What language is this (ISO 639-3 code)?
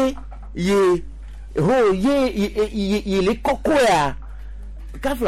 gej